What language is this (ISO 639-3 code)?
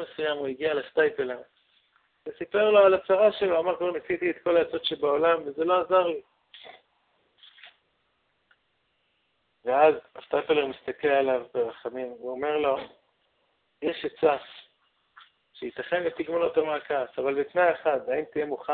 heb